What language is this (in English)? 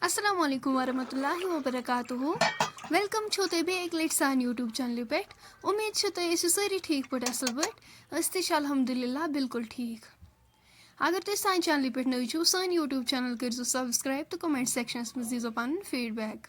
Kashmiri